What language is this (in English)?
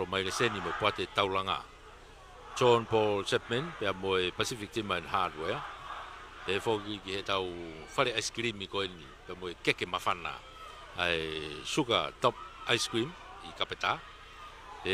Tongan